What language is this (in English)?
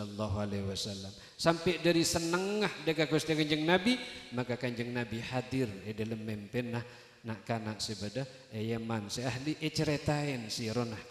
Madurese